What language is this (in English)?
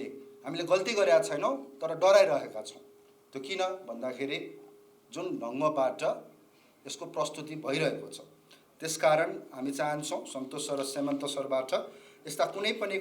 Nepali